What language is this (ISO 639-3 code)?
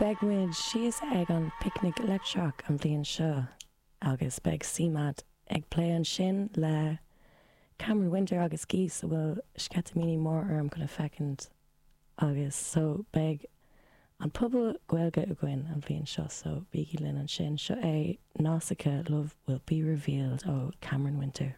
gle